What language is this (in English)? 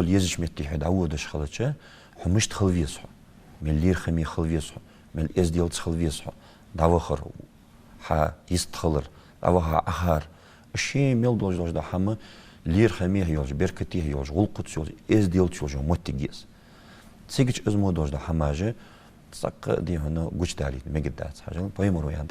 Ingush